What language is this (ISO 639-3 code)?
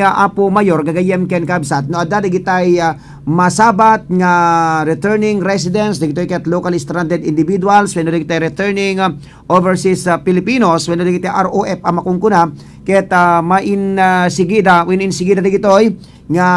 ilo